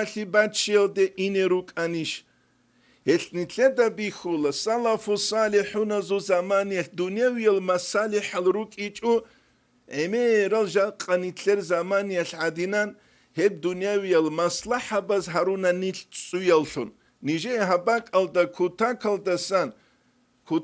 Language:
Avaric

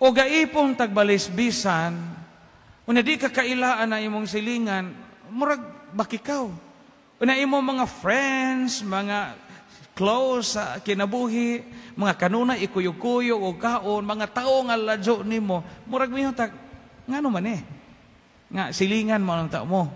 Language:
Cebuano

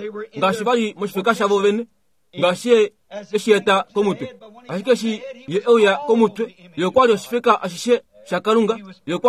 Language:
Kuanyama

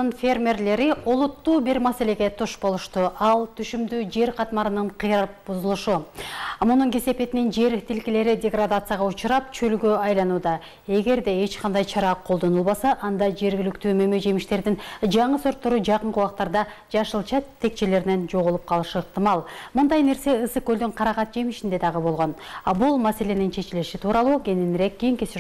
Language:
Kyrgyz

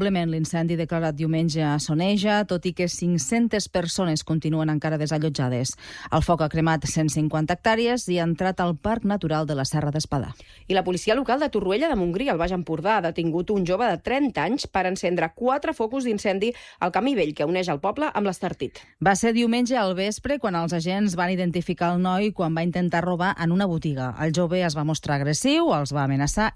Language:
Catalan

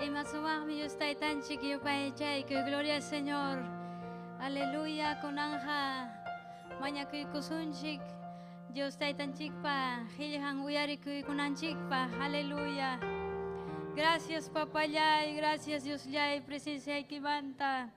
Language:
Ayacucho Quechua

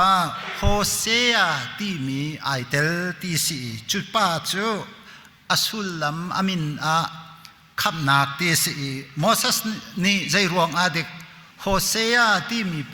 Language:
Hakha Chin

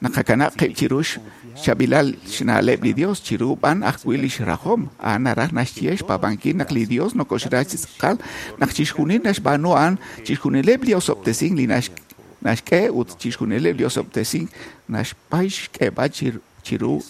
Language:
Kekchí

